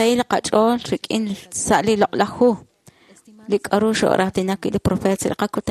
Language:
Kekchí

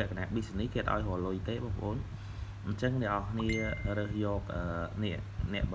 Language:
Khmer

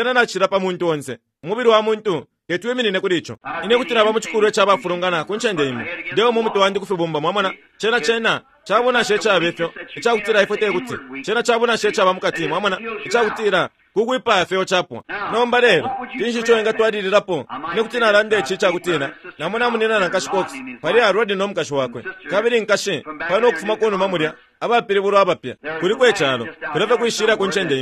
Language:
Bemba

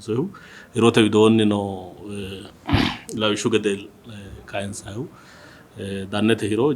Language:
Sidamo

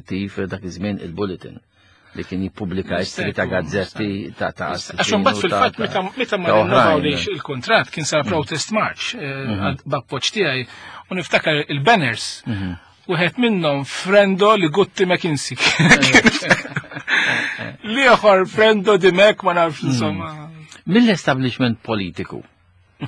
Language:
Maltese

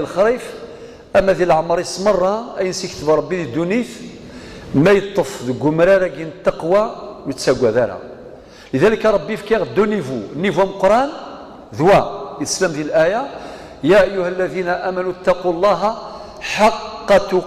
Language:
Kabyle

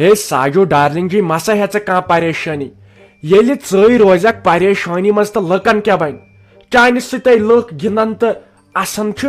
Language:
Kashmiri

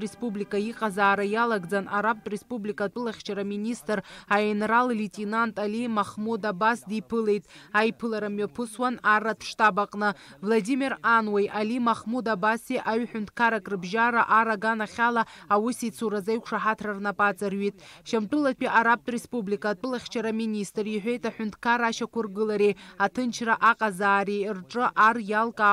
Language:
Abkhazian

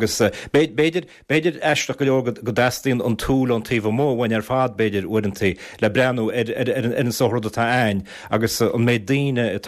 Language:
Irish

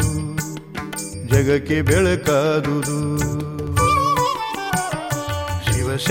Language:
Kannada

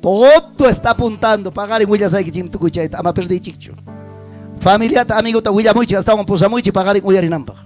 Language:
Ayacucho Quechua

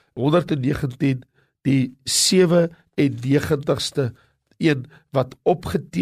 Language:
Afrikaans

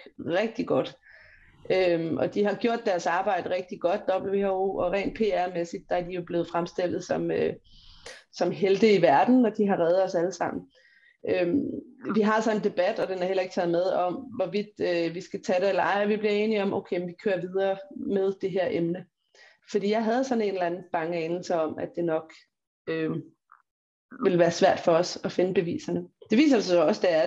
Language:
Danish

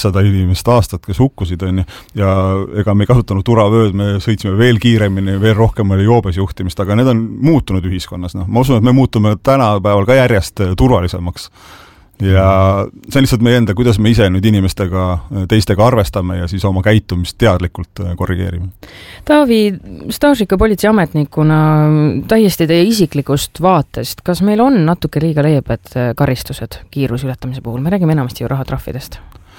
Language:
Estonian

